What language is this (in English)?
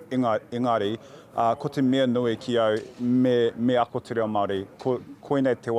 Māori